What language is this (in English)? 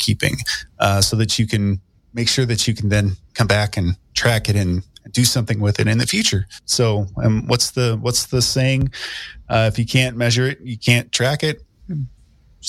English